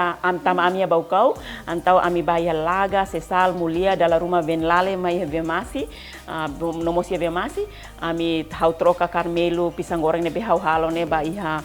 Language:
Tetum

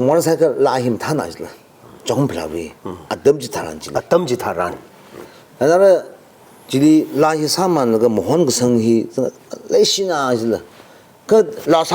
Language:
Tangkhul Naga (India)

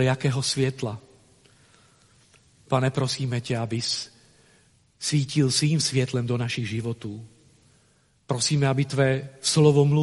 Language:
Czech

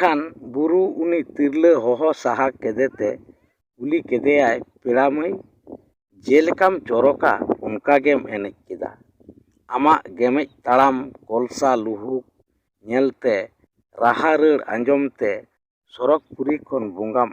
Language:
Santali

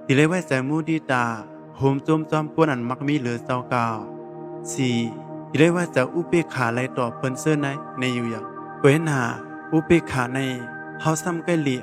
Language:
Shan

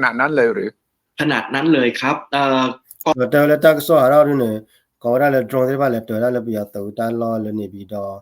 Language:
S'gaw Karen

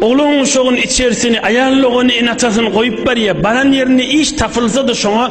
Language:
Turkmen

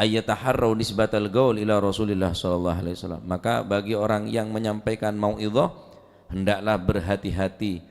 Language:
Madurese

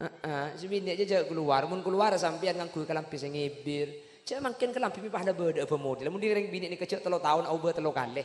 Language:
Madurese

